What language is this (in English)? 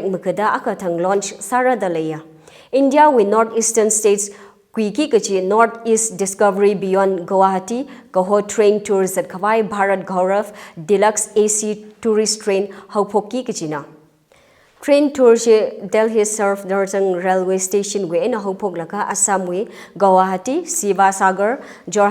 Tangkhul Naga (India)